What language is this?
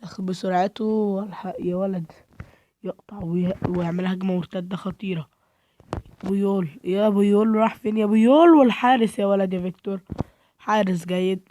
Egyptian Arabic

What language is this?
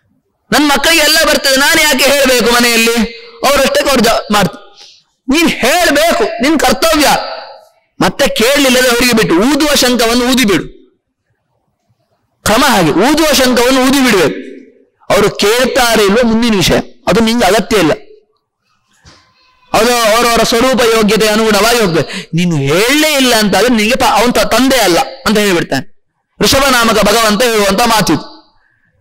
Kannada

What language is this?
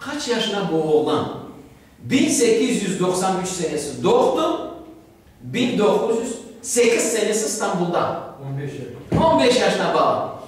Crimean Tatar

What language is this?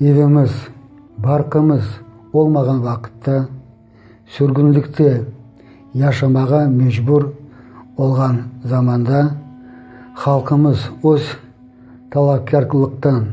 Crimean Tatar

